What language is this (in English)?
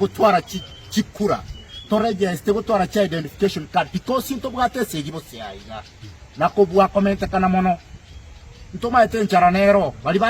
Gusii